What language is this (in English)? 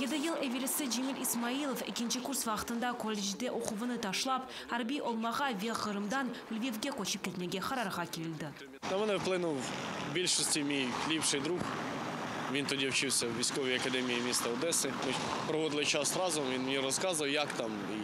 Crimean Tatar